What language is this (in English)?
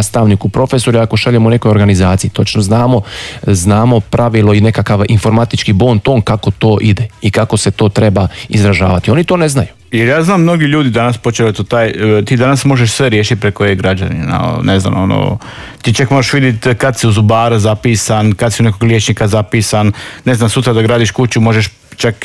Croatian